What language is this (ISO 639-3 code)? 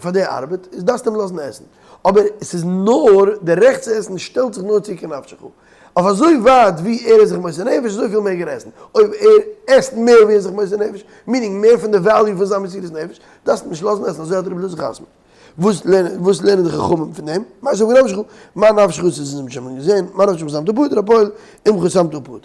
yid